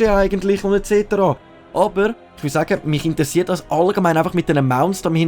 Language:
Swiss German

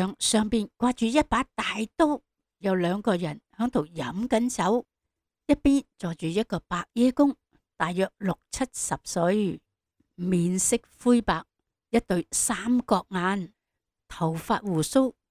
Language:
Cantonese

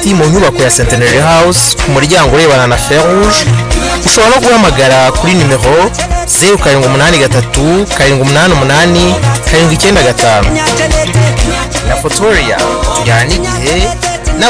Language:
Kinyarwanda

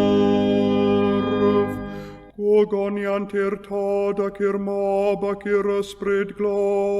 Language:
Welsh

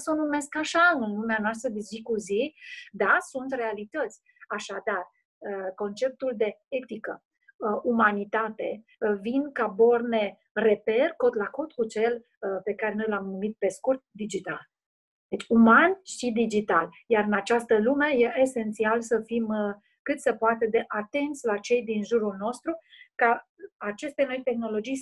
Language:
Romanian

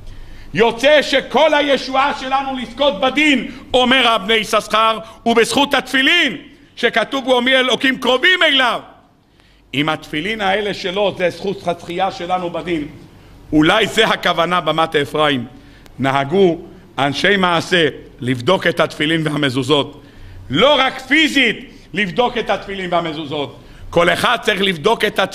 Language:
Hebrew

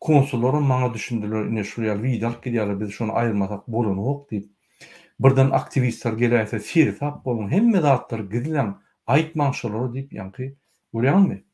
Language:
Turkmen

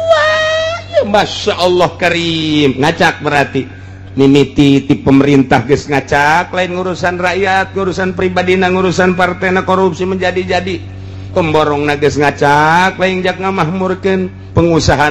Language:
Sundanese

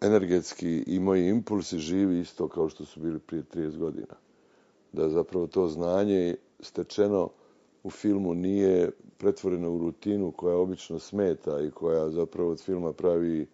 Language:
Bosnian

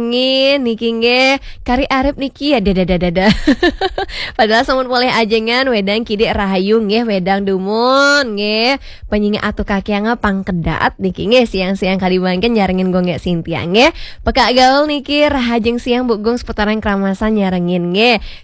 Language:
Balinese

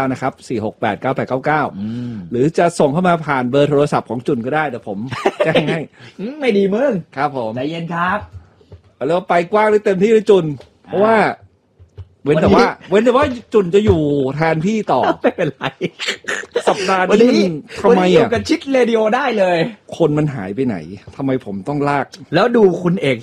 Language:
Thai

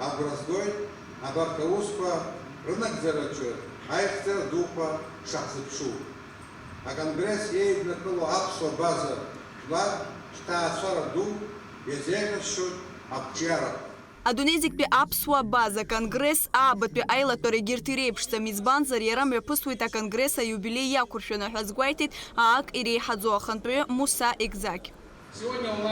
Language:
Abkhazian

